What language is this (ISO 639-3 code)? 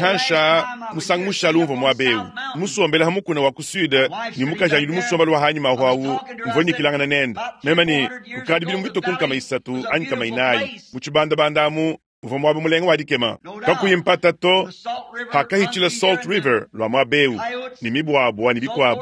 lua